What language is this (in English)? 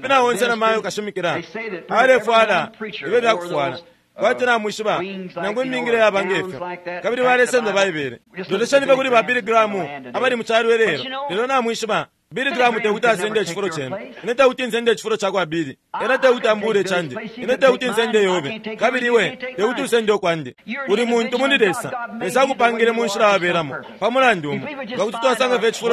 Bemba